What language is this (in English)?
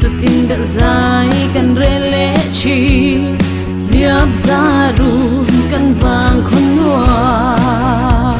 Mizo